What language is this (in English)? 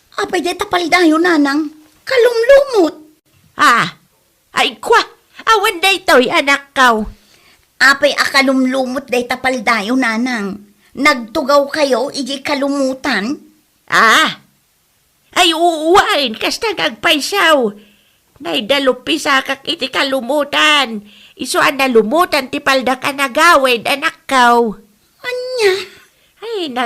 Iloko